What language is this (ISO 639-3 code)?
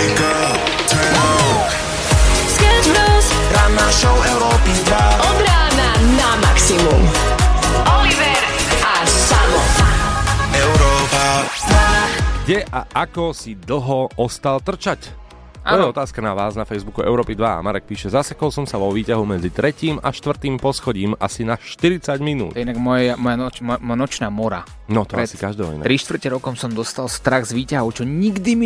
slk